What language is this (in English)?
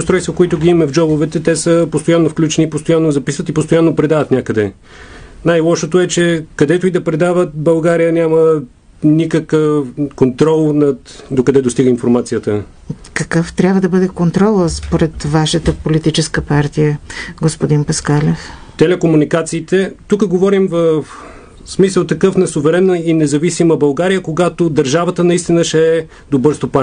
Bulgarian